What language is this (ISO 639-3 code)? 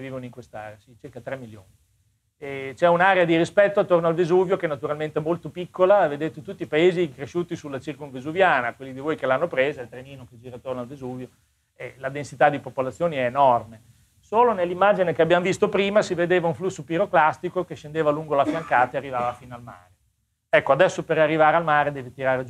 ita